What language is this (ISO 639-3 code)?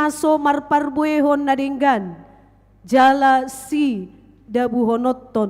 bbc